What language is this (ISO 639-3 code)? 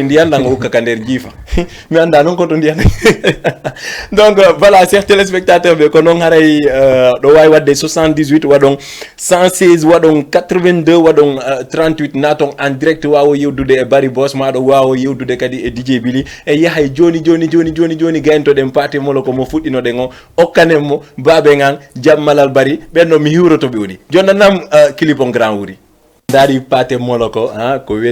ful